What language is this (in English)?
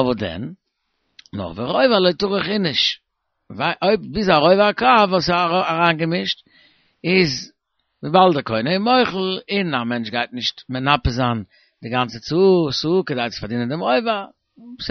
Yiddish